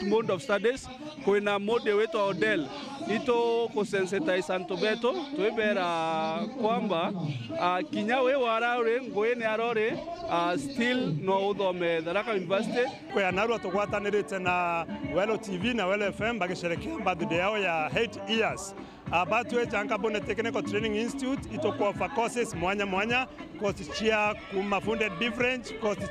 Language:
Meru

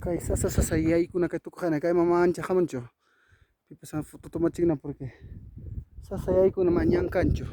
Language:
Ayacucho Quechua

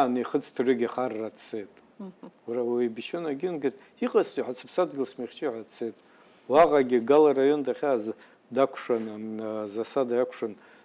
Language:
Abkhazian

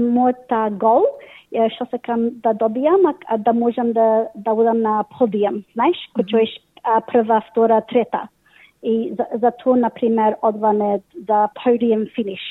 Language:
Macedonian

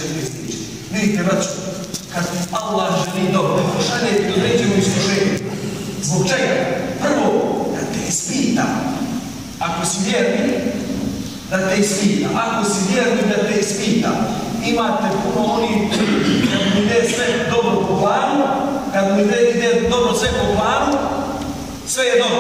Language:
Bosnian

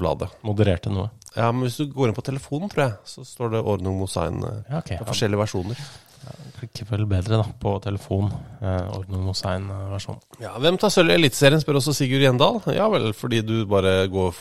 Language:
Norwegian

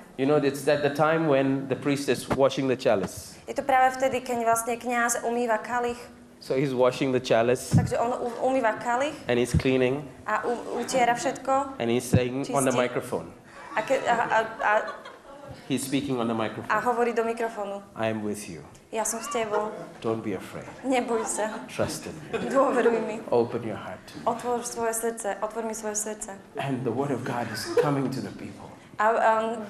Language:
Slovak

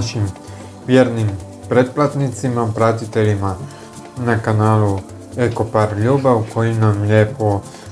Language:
Croatian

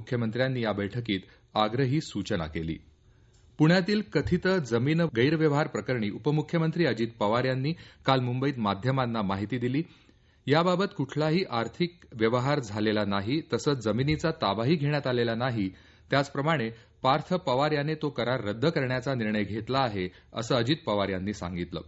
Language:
Marathi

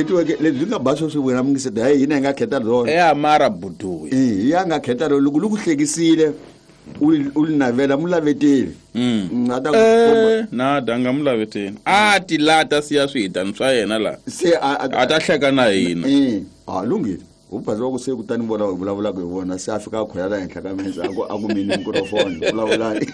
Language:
Tsonga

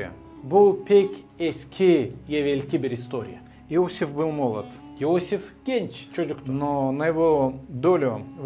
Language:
Gagauz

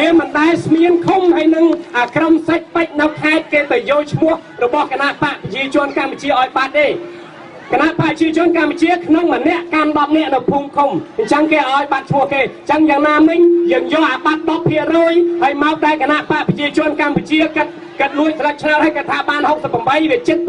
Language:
Khmer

